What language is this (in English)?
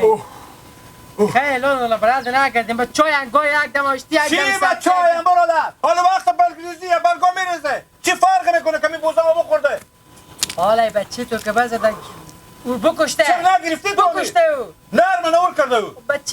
Hazaragi